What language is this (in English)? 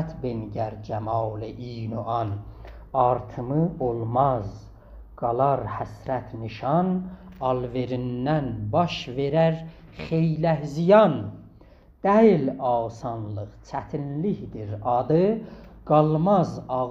South Azerbaijani